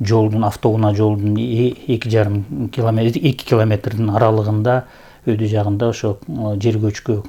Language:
Kyrgyz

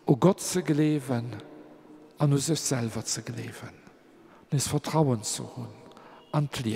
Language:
Luxembourgish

